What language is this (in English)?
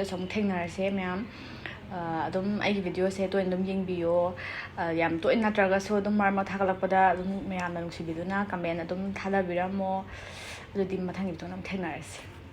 Manipuri